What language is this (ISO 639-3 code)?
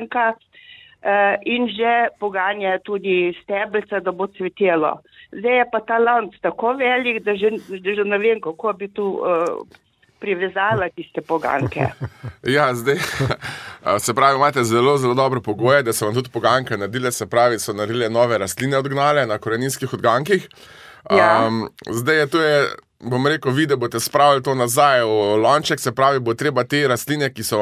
slv